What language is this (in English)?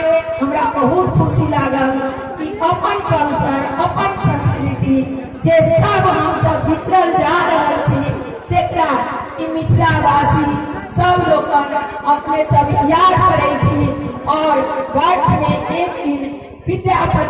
Maithili